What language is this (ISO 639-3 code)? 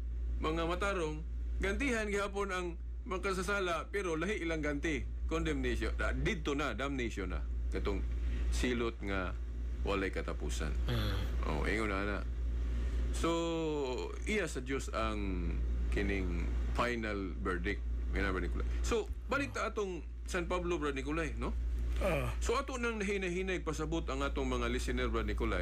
ceb